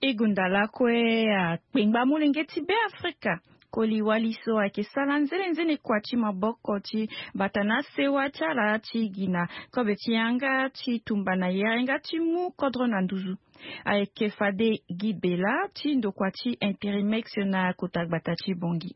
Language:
Sango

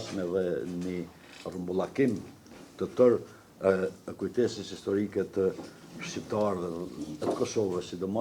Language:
Albanian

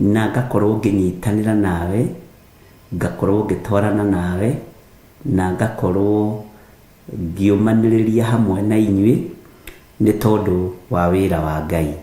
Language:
Kikuyu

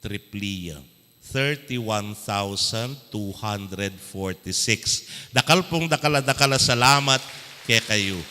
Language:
Pampanga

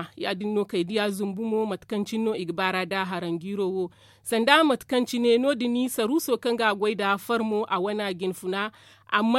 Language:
Zarma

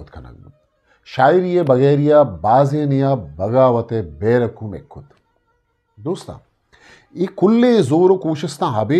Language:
Eastern Balochi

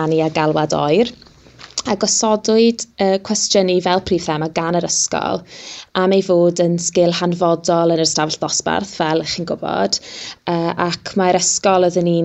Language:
Welsh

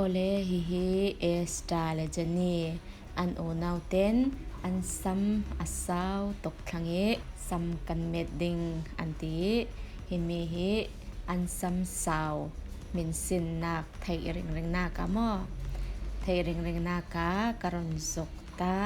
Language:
Falam Chin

